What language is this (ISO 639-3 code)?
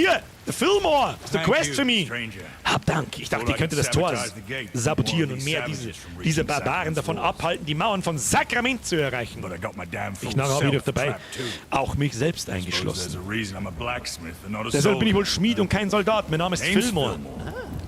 bar